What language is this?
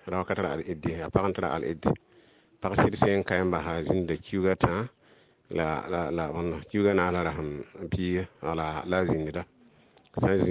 Mossi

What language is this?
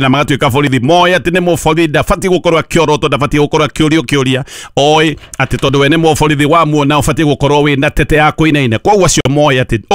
Kikuyu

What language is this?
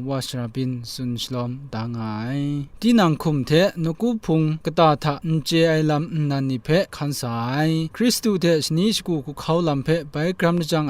Kachin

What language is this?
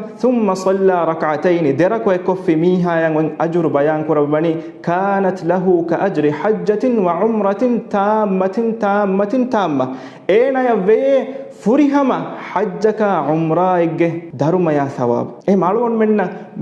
Divehi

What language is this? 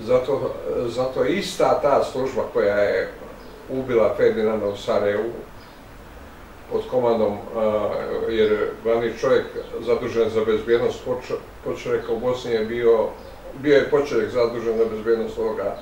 Bosnian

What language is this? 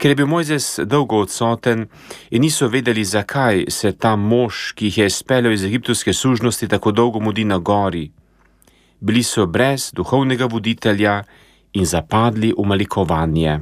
Slovenian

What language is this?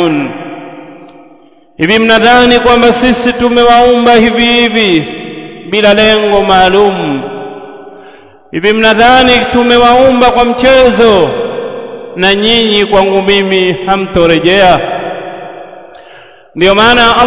Swahili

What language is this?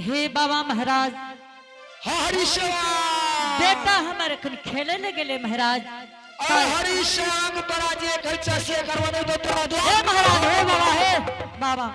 Angika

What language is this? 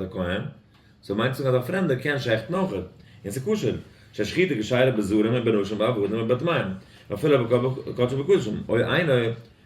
Yiddish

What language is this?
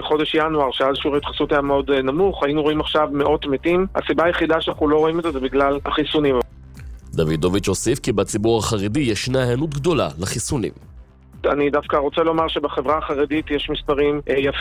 Hebrew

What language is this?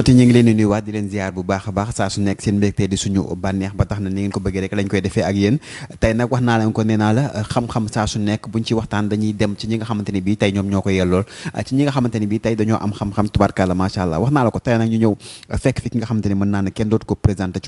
Wolof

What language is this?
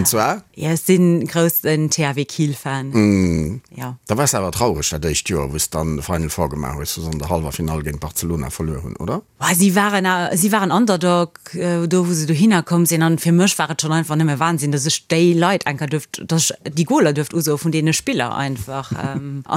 Luxembourgish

